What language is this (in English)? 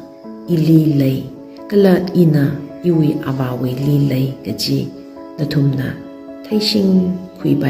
Tangkhul Naga (India)